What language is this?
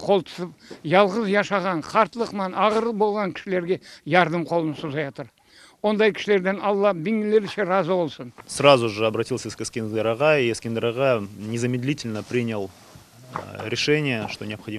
Crimean Tatar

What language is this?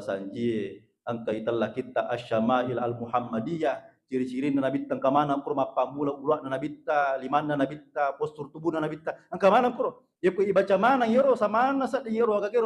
Buginese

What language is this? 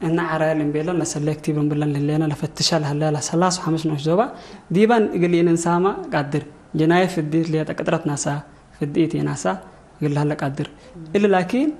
Tigre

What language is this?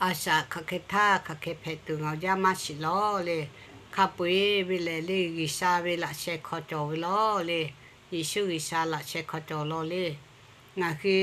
Lahu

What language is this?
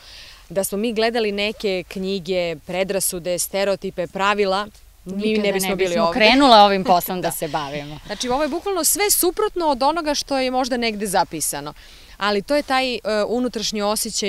Serbian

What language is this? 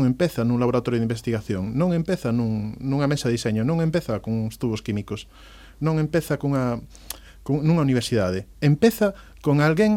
Galician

